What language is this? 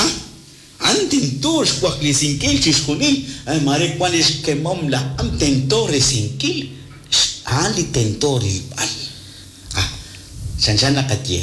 Kekchí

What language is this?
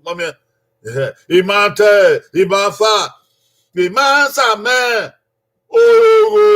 Bini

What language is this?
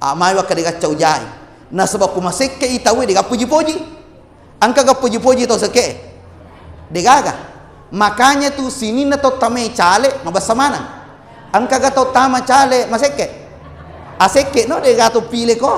Buginese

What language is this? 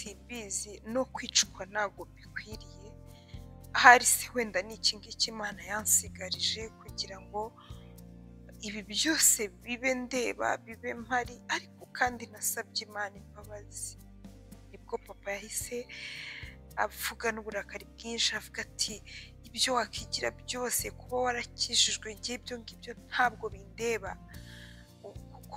Kinyarwanda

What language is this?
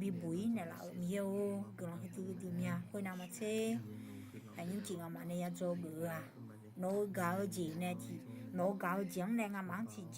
Akha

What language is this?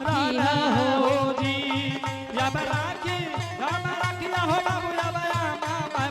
Angika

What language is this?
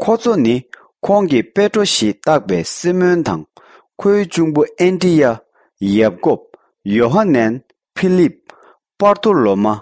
Tibetan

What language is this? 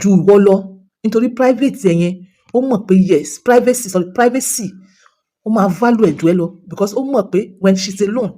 Yoruba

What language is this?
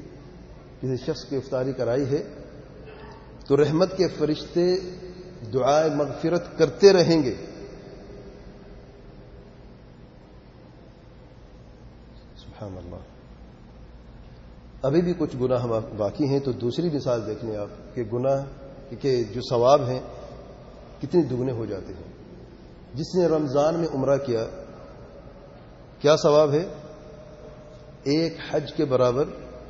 Urdu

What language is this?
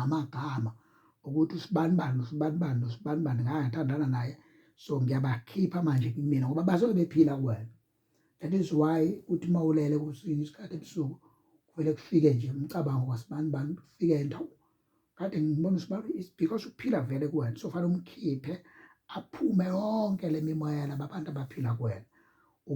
Zulu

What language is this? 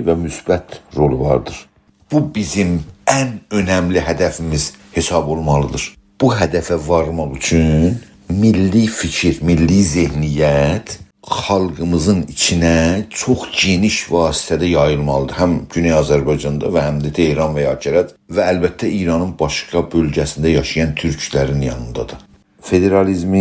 South Azerbaijani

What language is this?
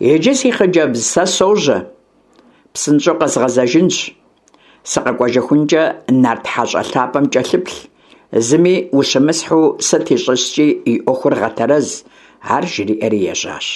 Kabardian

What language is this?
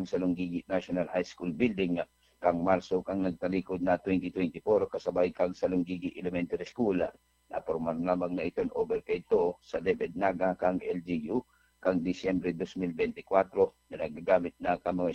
Bikol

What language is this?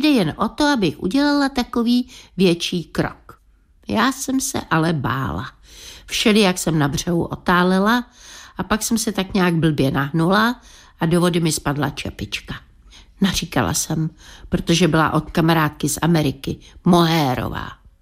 Czech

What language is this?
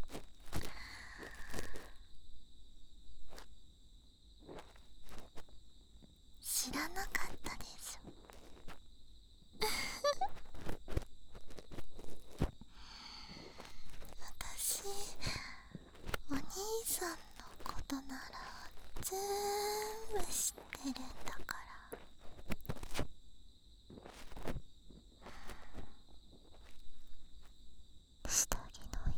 Japanese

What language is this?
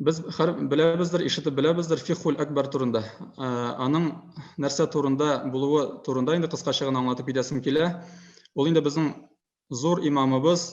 Tatar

